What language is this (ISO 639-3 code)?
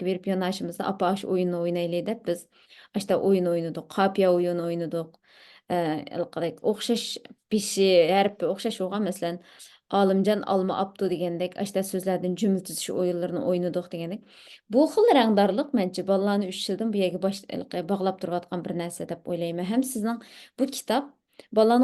uig